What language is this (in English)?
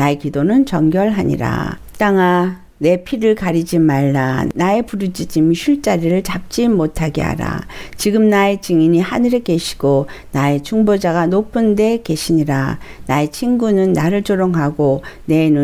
Korean